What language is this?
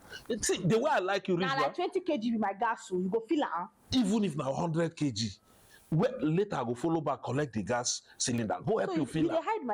Nigerian Pidgin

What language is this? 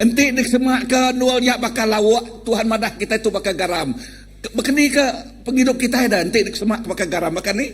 Iban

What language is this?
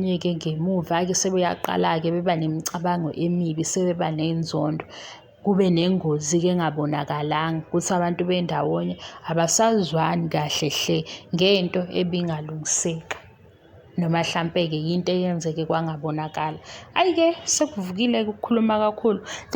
Zulu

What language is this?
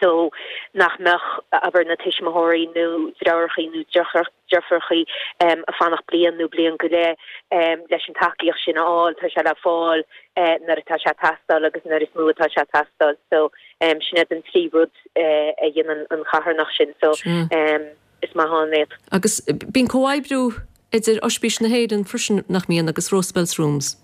Irish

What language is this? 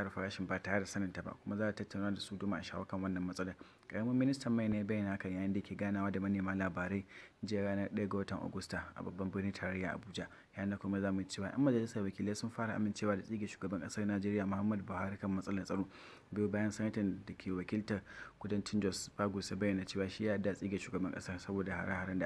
Hausa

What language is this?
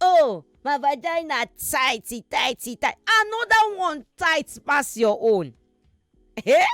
Nigerian Pidgin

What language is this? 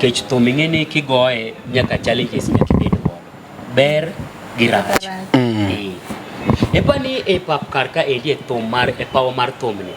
Luo (Kenya and Tanzania)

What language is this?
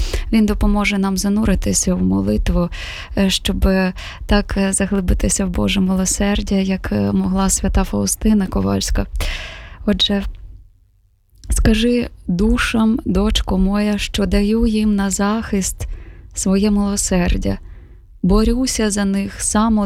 Ukrainian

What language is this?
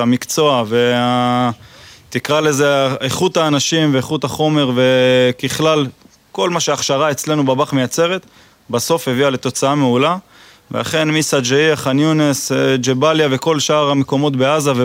Hebrew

